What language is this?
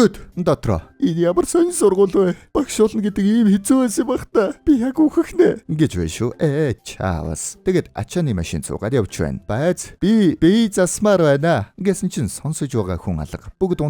Mongolian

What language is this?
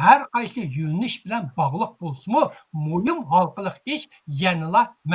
Uyghur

